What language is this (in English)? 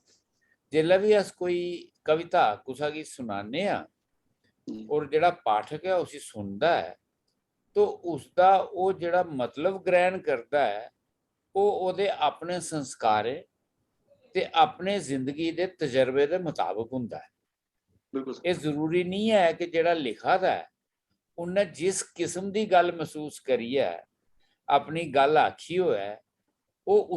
Dogri